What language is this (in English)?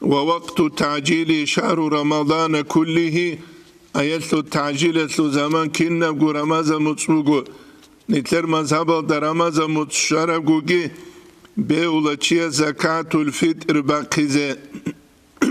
Avaric